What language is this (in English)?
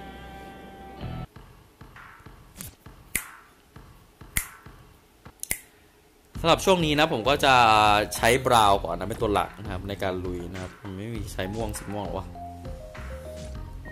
Thai